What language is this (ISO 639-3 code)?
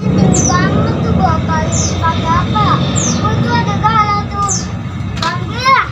bew